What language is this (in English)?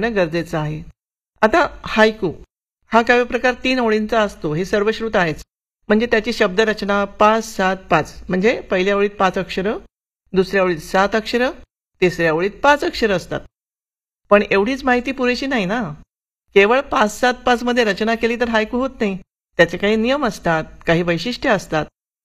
Marathi